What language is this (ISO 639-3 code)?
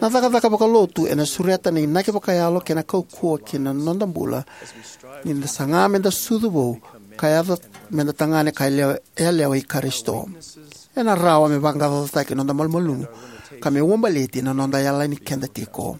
fij